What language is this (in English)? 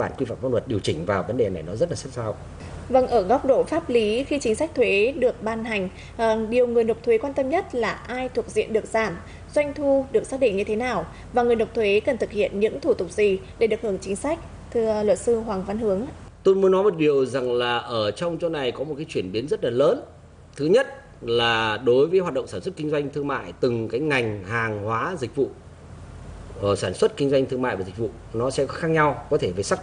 Vietnamese